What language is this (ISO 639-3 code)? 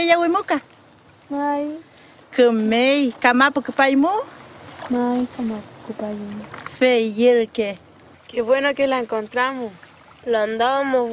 arn